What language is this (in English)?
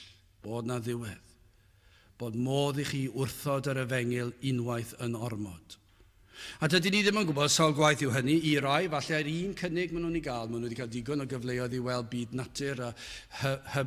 Welsh